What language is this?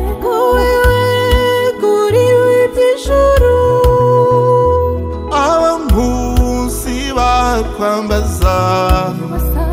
Kinyarwanda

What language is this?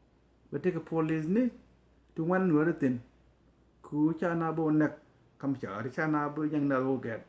Nuer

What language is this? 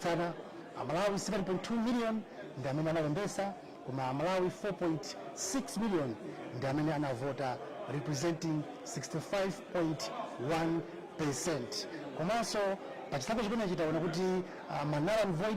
Nyanja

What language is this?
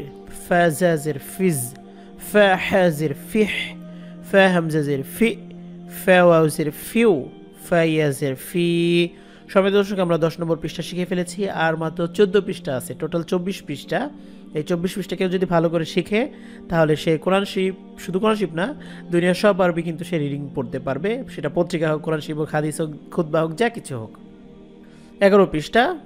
Bangla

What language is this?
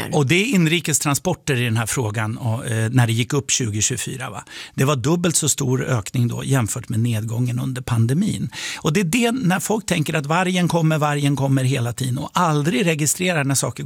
Swedish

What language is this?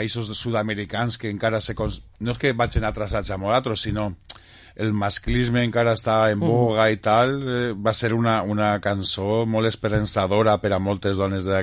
Catalan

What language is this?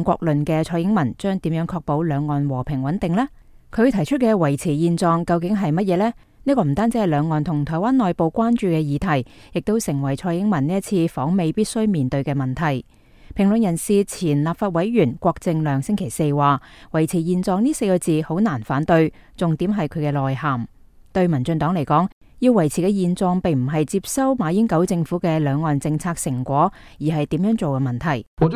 Cantonese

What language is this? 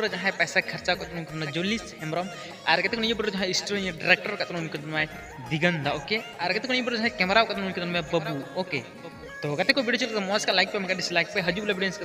Santali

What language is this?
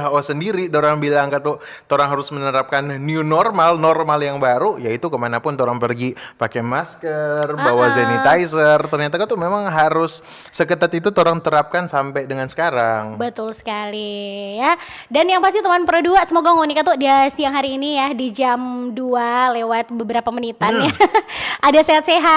Manado Malay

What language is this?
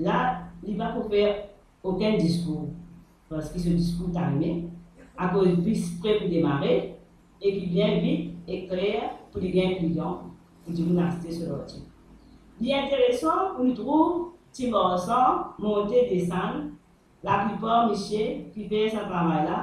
Morisyen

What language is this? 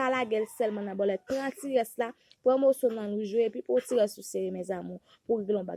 Haitian Creole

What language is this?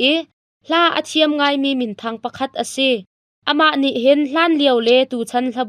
Hakha Chin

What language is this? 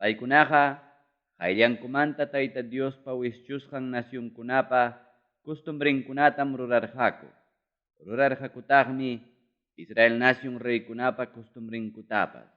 Ayacucho Quechua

